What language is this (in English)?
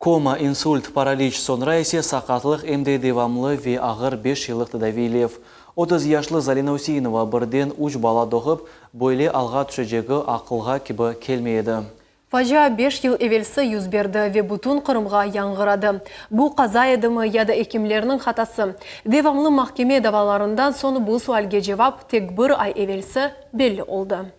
Crimean Tatar